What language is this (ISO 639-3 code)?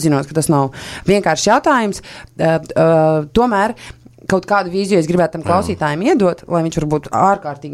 lav